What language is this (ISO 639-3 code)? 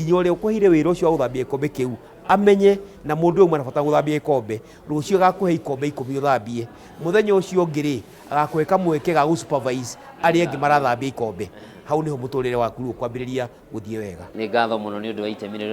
kik